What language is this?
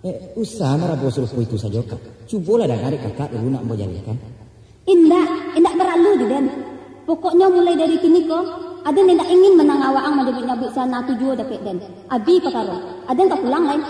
Minangkabau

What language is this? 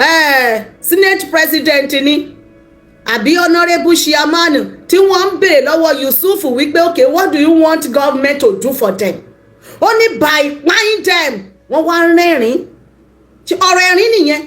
Yoruba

